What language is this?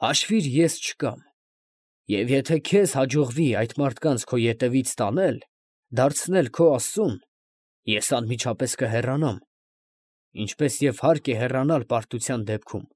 Armenian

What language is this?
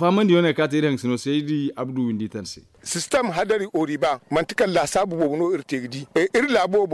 Zarma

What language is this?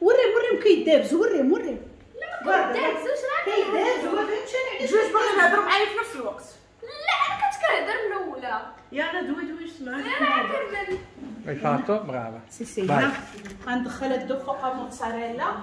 Moroccan Arabic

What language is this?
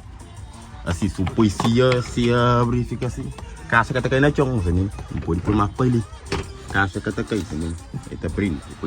Kabuverdianu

